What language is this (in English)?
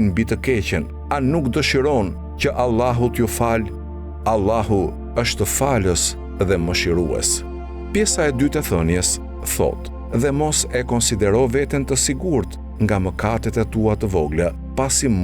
Albanian